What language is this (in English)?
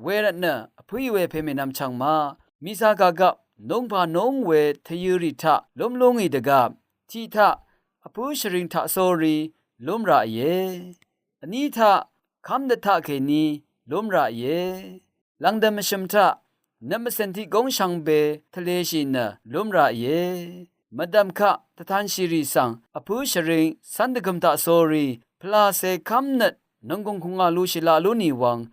Rawang